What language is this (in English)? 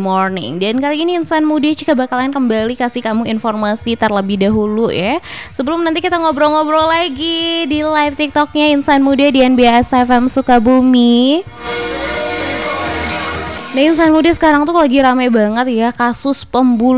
Indonesian